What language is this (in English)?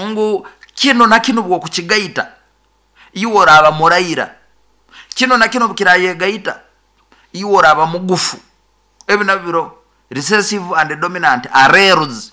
Nyoro